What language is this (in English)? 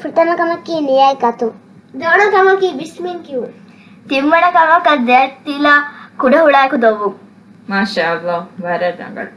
Divehi